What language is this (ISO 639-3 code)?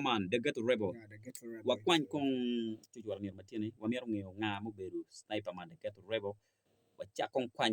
ach